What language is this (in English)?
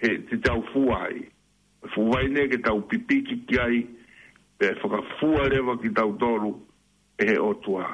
Tongan